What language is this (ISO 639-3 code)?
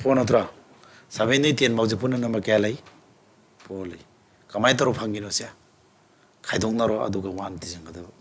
mni